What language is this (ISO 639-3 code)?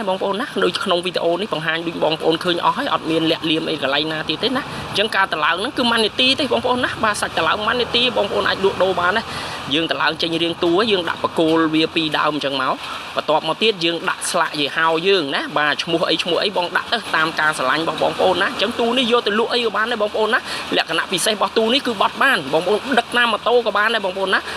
khm